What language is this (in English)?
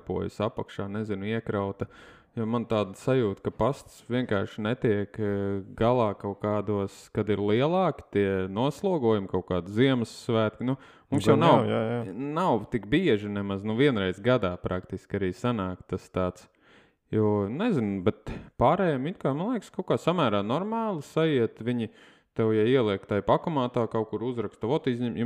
Latvian